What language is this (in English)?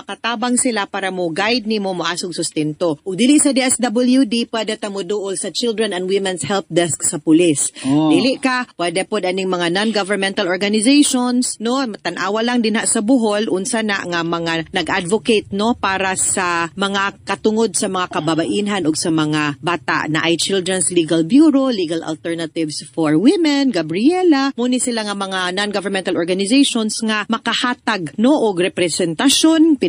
Cebuano